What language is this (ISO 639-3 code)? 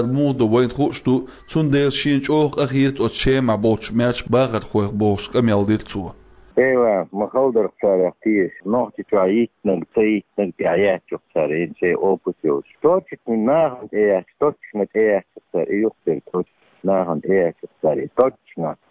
che